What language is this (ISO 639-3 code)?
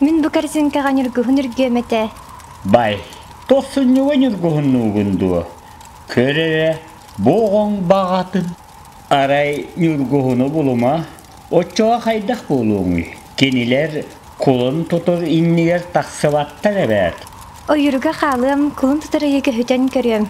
sah